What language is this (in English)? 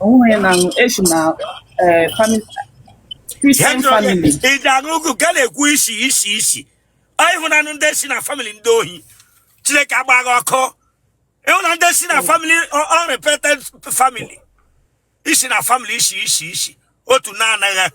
Igbo